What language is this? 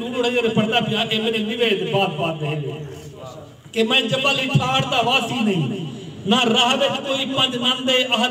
Saraiki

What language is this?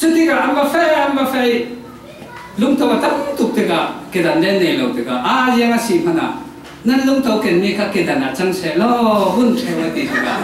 Falam Chin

